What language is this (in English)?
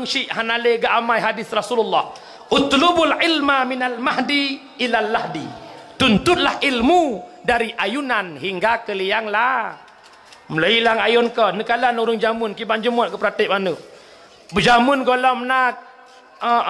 Achinese